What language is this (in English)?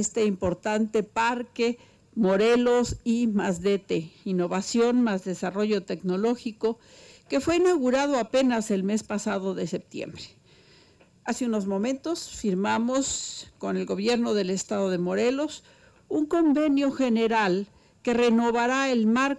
Spanish